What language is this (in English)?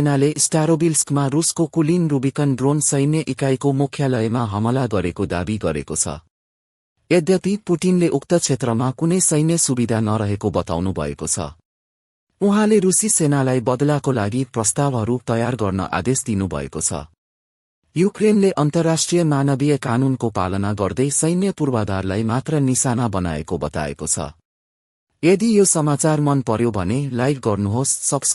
Nepali